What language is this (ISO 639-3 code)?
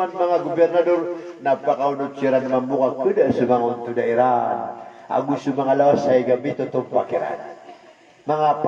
mrw